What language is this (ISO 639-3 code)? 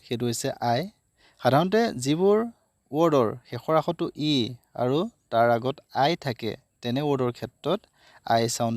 asm